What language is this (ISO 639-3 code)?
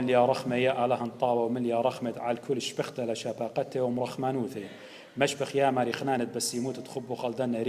aii